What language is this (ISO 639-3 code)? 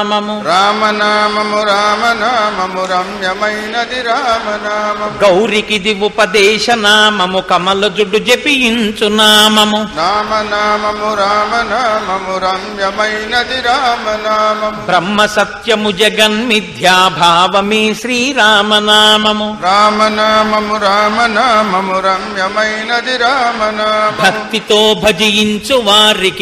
tel